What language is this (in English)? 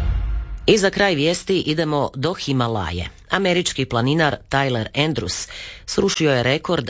Croatian